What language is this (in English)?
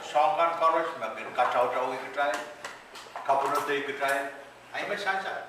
Pohnpeian